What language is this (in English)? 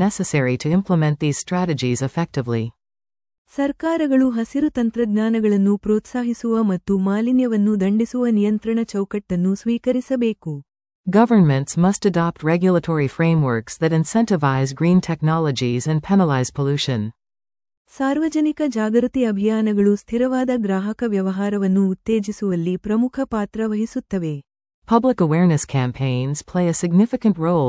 Kannada